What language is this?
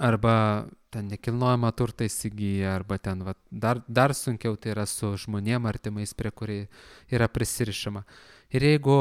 Lithuanian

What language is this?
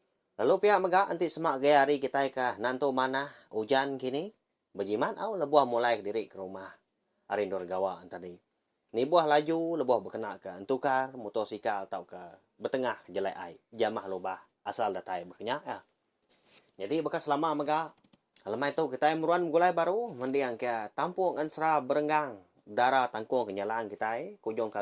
Iban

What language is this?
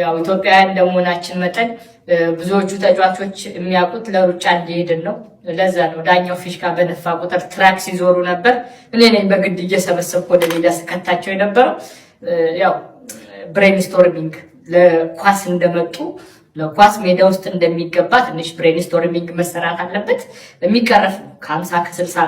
Amharic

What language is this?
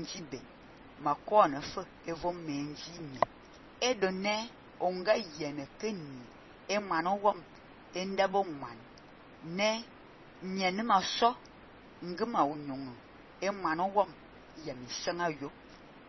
Fang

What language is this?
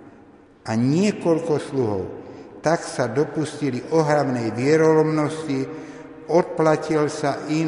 Slovak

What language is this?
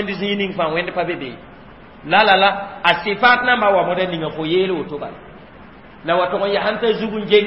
Mossi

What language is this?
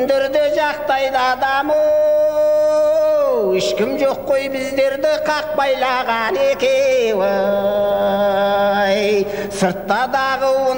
Kazakh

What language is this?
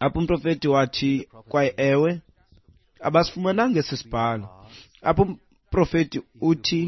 Xhosa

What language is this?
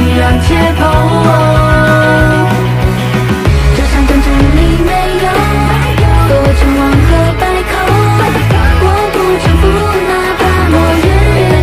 Chinese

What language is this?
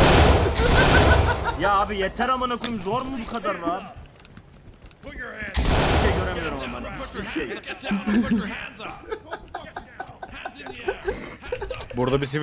Turkish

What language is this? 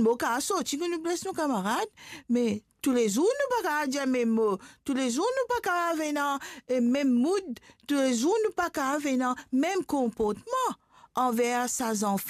Morisyen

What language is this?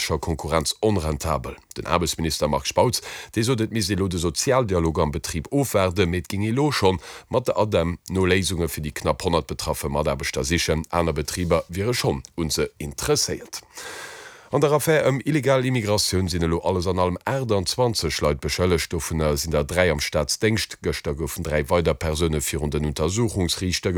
Luxembourgish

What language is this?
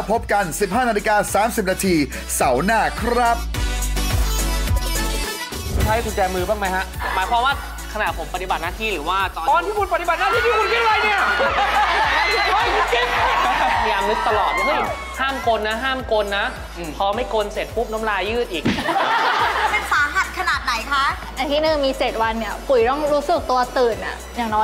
Thai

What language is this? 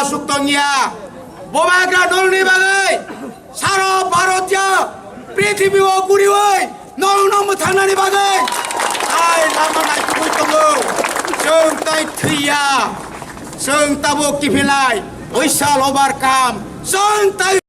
Kok Borok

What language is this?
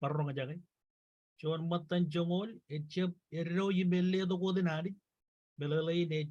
Marshallese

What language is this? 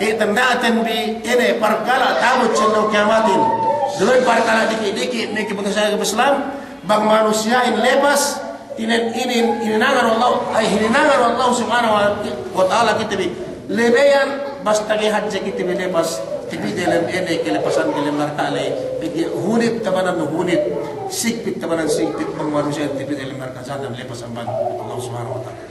Yakan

